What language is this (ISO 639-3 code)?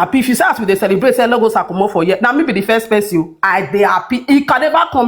pcm